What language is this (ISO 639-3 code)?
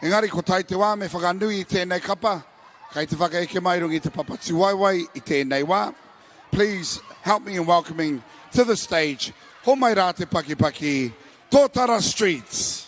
mri